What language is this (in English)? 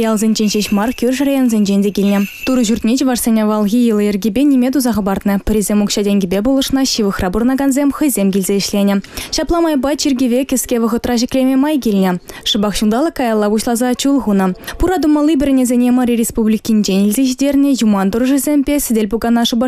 Chuvash